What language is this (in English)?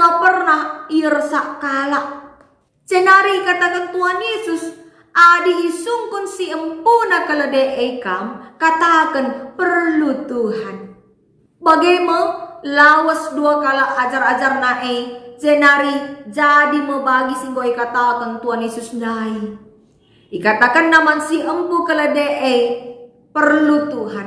Batak Karo